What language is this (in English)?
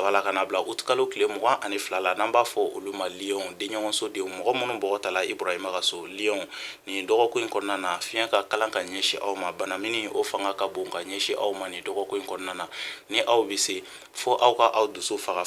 Bambara